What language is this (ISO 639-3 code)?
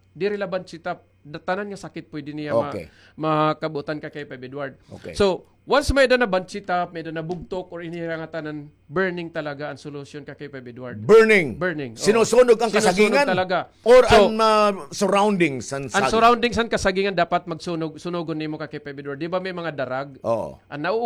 war